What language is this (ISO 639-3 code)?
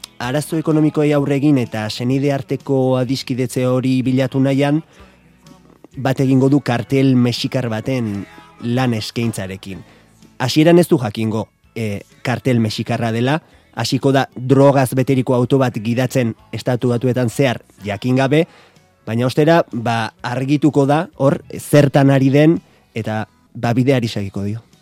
eus